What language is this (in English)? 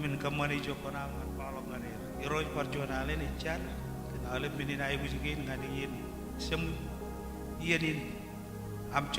Marshallese